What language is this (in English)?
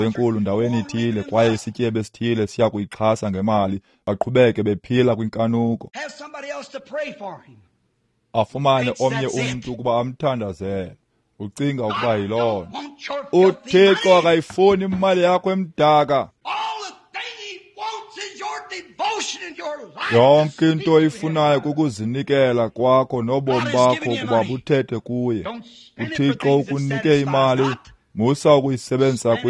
Xhosa